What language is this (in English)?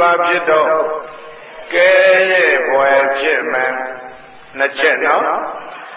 Burmese